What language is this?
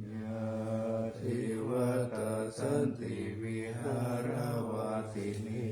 Pali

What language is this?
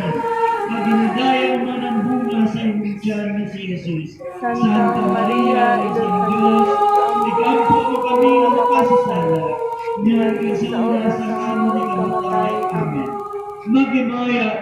Hiligaynon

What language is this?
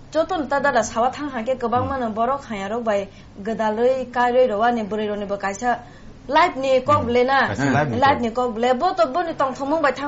Kok Borok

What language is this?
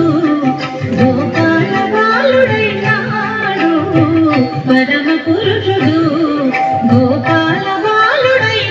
Telugu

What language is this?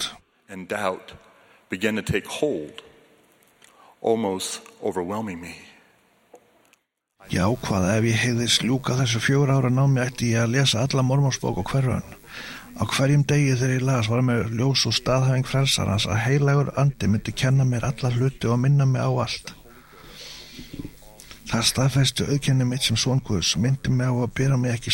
Icelandic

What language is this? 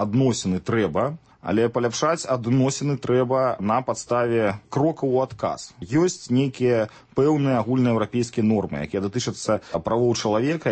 Belarusian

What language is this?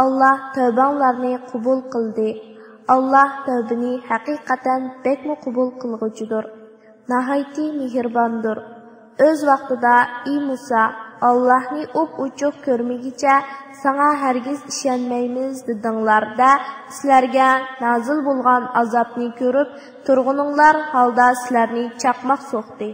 Uyghur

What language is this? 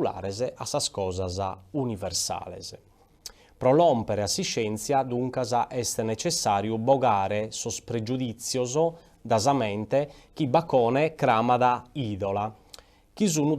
Sardinian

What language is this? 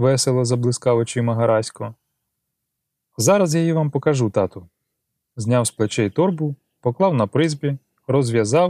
Ukrainian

